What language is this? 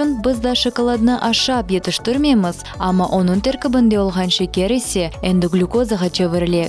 Crimean Tatar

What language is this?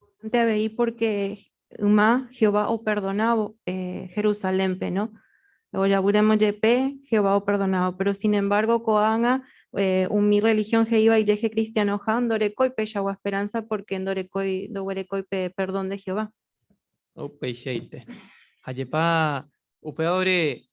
Guarani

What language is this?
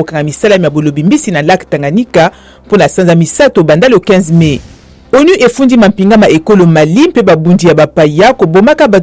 Lingala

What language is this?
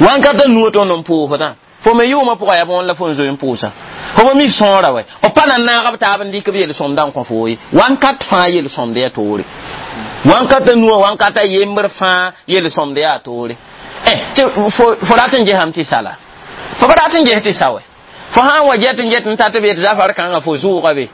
Mossi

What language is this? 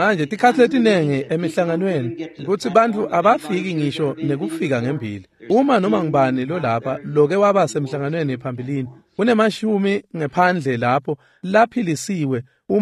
Swati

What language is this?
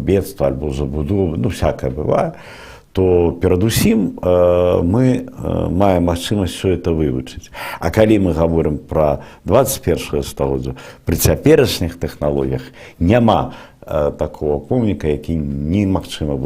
Belarusian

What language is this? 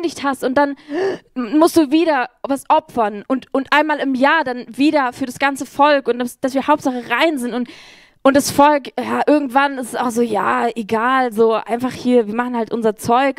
Swiss German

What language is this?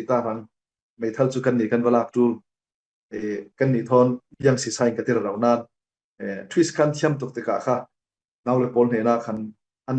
Falam Chin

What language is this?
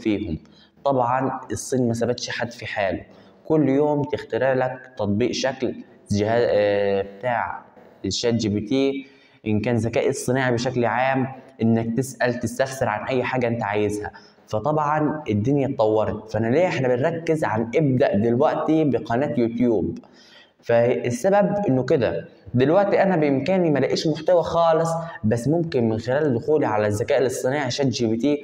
Egyptian Arabic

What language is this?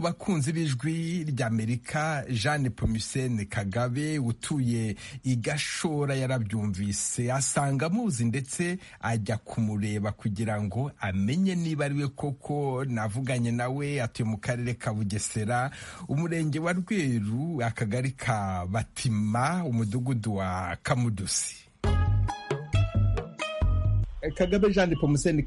Kinyarwanda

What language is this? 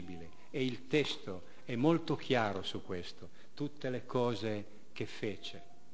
Italian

